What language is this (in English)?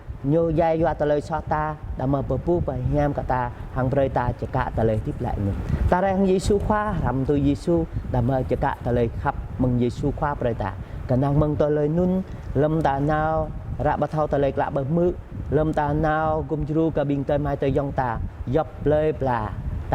Jarai